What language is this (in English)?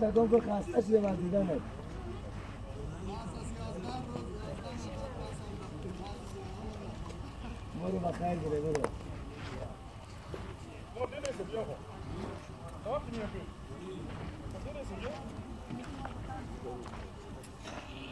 Persian